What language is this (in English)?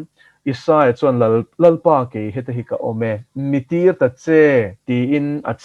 Mizo